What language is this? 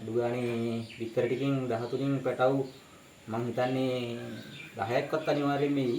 Sinhala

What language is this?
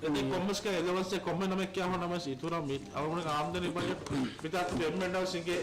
Divehi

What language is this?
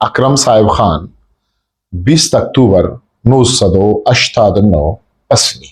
Eastern Balochi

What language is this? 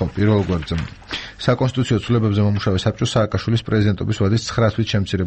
Georgian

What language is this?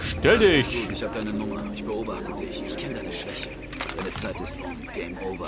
Bavarian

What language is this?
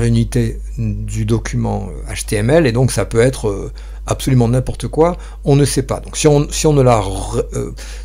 French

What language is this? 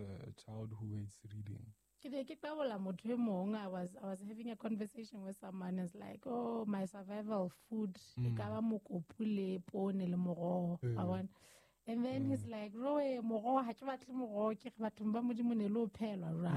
Southern Sotho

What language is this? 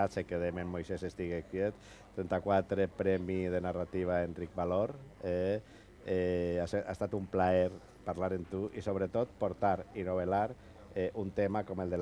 Catalan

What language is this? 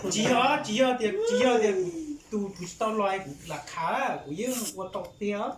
Hmong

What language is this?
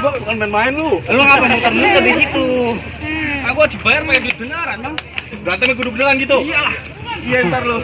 Betawi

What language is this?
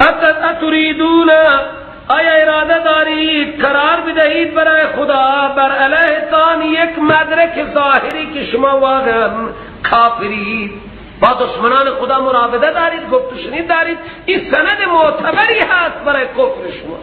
Persian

